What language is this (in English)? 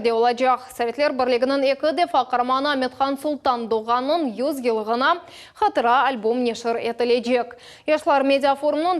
Crimean Tatar